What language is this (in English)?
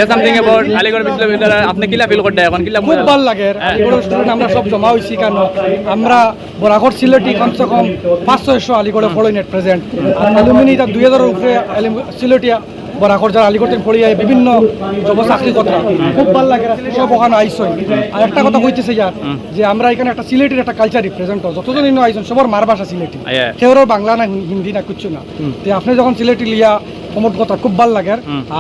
Sylheti